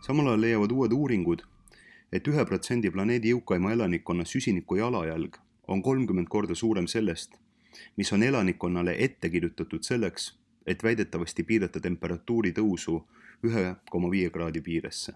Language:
Estonian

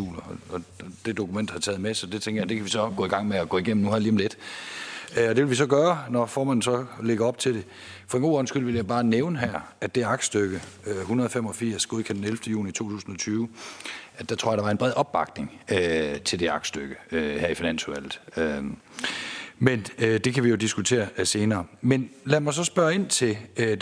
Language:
Danish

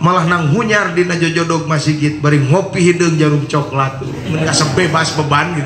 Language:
Sundanese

